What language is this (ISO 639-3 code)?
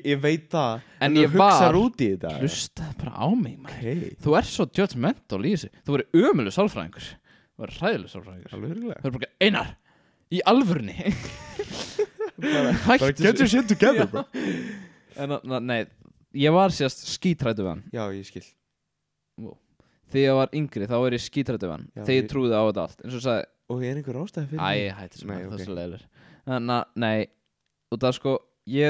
isl